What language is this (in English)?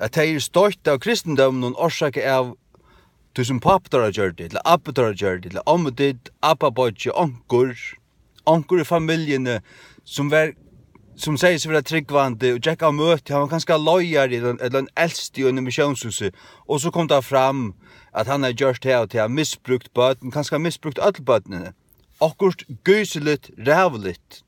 Faroese